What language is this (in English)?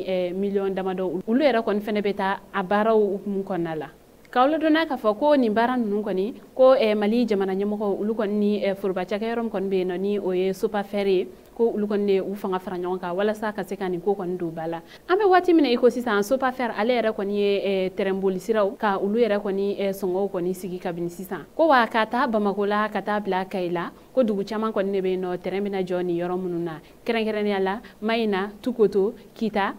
Bambara